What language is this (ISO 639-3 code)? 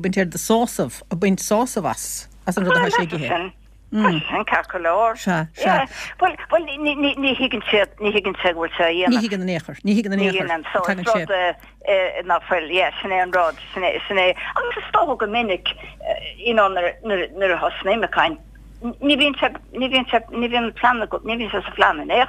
gle